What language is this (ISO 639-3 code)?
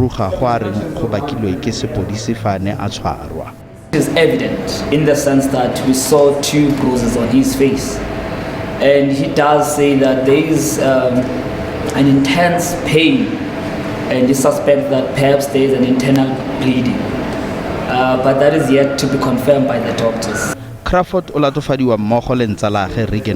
tsn